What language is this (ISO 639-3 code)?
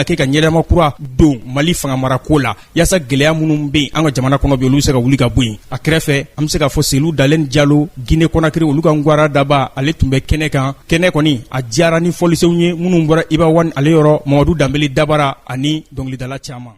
bam